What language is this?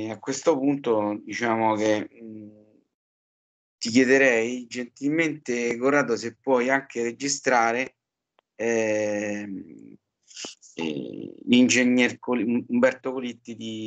Italian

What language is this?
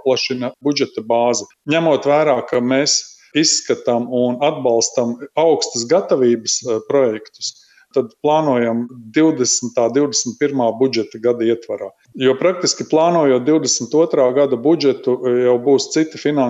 Latvian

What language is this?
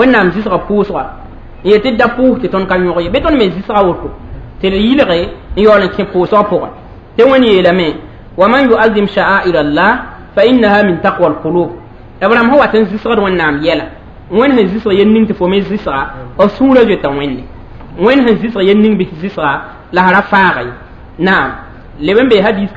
Mossi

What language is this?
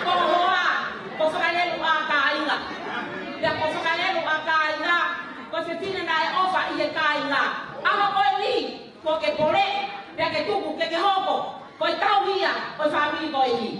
Tongan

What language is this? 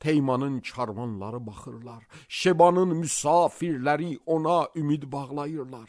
Azerbaijani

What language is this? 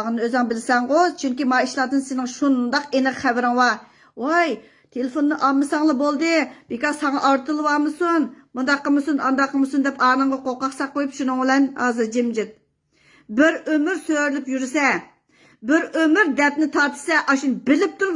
Uyghur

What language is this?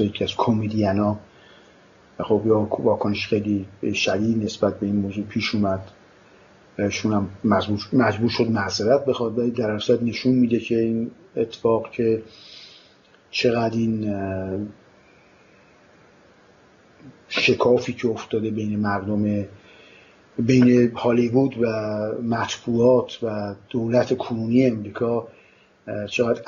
Persian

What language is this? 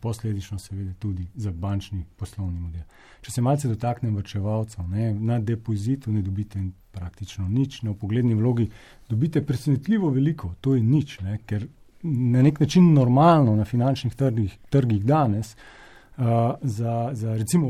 Slovenian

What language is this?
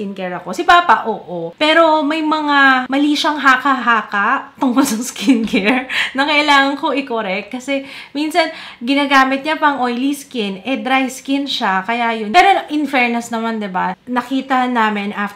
Filipino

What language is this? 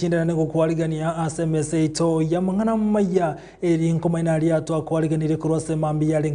Gusii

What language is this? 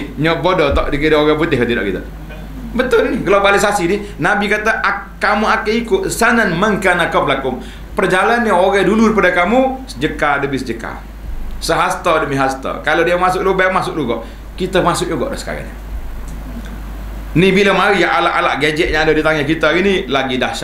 Malay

